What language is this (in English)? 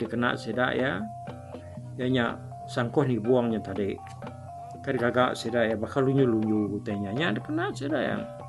Iban